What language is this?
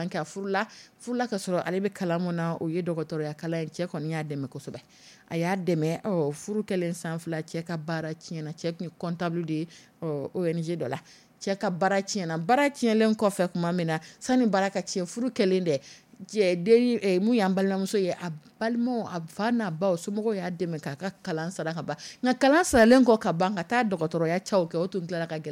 Dyula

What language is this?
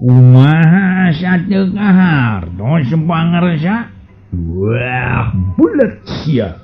Sundanese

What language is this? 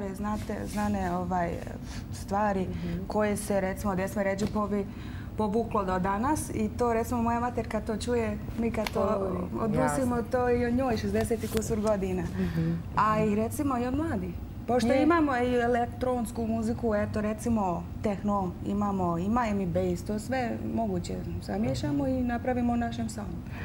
Croatian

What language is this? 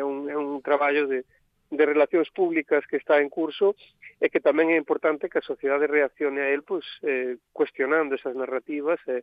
Galician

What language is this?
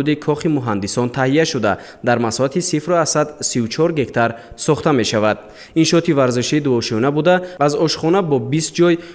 Tajik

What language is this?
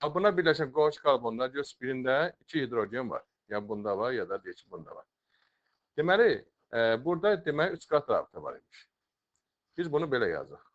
Azerbaijani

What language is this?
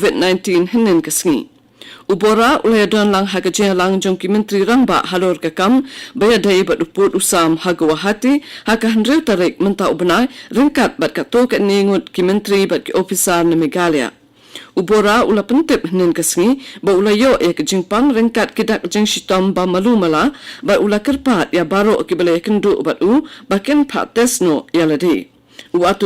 Khasi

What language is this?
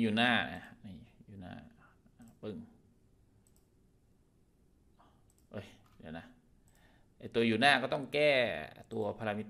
Thai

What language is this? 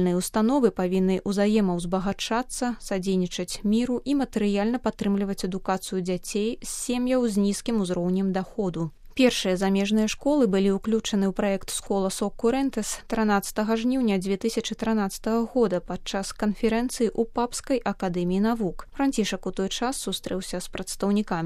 Belarusian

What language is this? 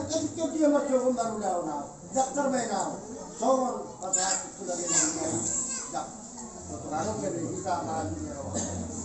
Batak Toba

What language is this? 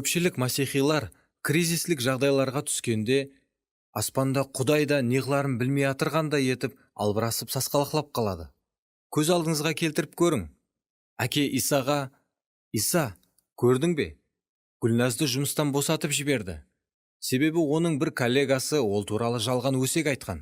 Kara-Kalpak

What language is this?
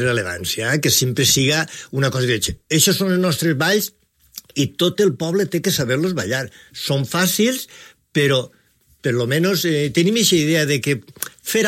Catalan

